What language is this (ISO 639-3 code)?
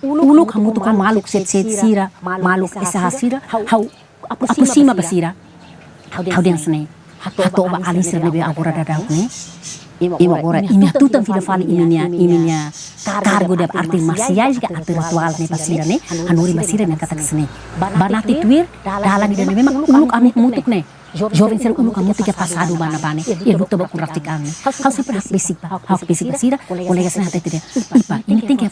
tet